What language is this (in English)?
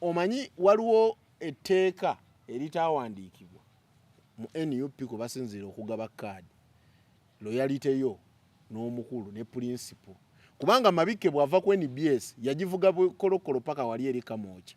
Ganda